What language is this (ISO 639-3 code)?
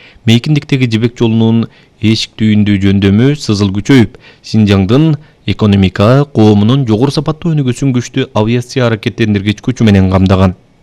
kir